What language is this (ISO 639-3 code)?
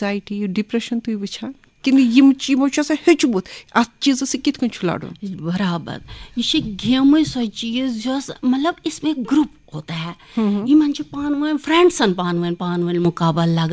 kas